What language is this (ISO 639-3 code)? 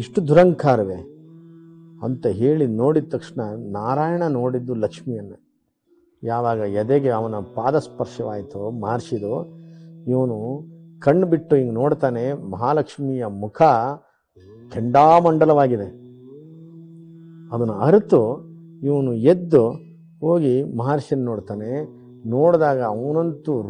kan